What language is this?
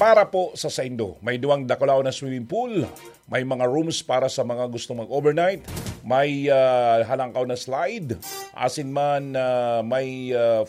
Bikol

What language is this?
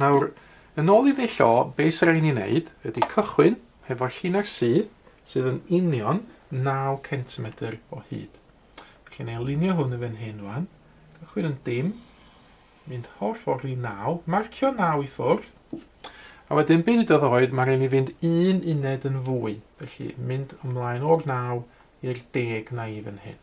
Welsh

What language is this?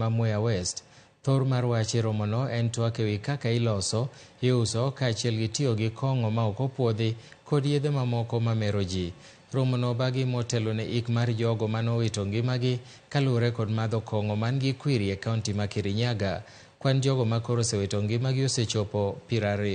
Luo (Kenya and Tanzania)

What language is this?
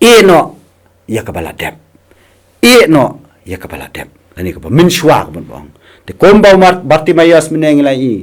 Khasi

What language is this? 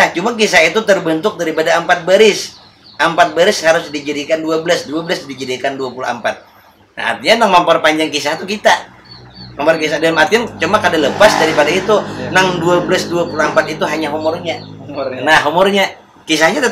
Banjar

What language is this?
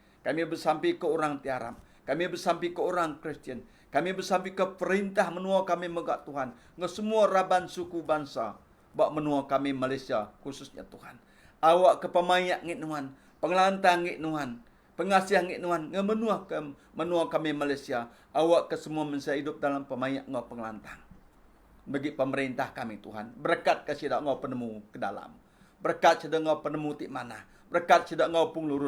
Iban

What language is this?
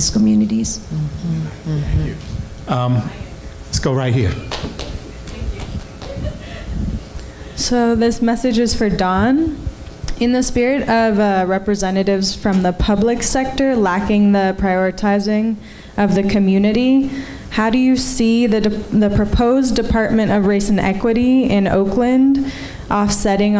English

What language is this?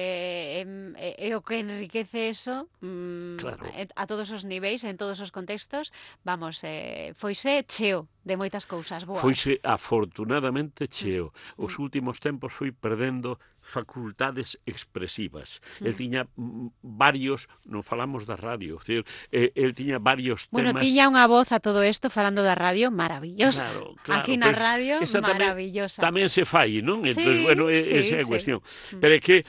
Galician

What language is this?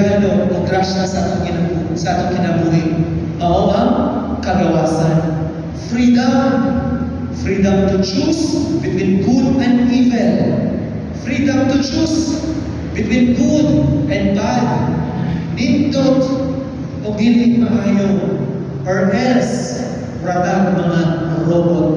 Cebuano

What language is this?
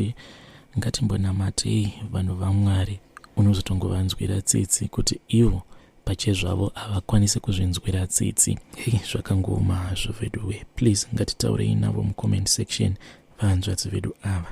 Shona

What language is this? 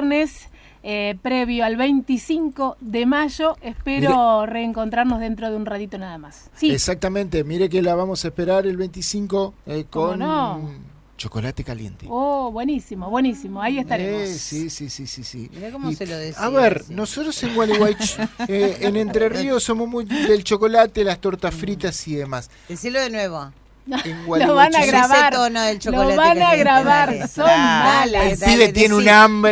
Spanish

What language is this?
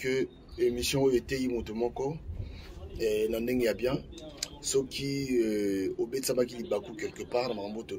Lingala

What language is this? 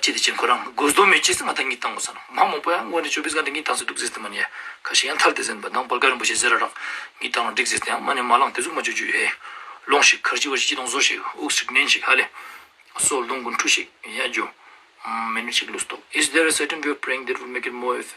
Ladakhi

